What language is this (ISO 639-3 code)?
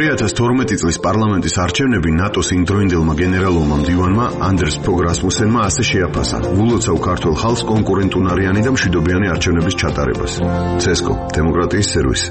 kat